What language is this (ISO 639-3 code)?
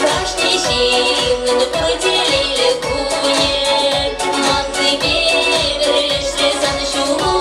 chv